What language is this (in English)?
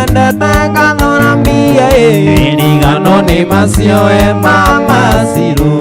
Kikuyu